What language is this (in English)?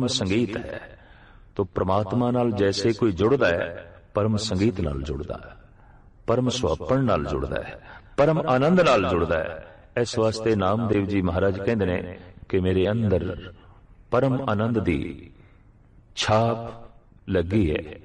Punjabi